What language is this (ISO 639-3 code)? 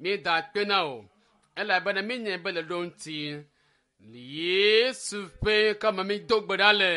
ewe